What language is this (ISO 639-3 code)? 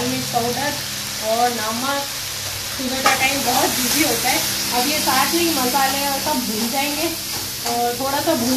hin